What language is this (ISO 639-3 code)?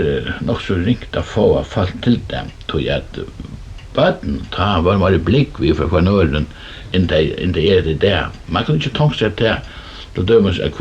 fao